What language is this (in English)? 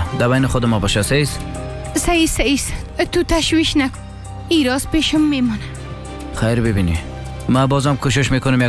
Persian